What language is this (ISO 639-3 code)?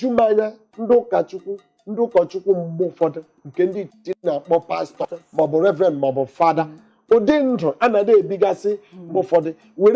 ibo